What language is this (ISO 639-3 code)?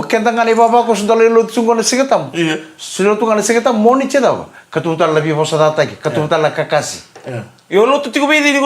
fij